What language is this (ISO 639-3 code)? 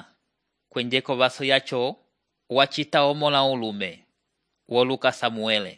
umb